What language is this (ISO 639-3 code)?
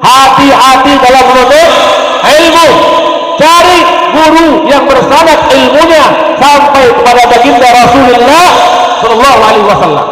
sas